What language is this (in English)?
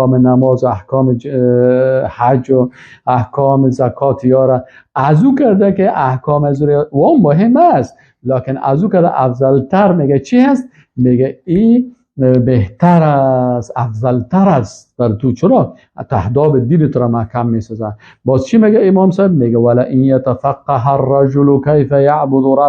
Persian